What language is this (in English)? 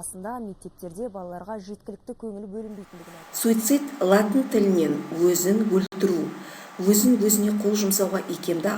Kazakh